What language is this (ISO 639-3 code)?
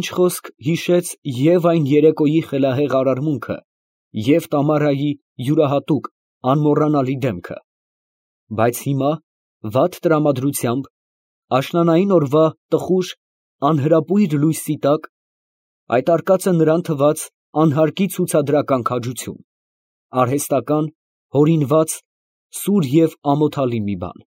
hye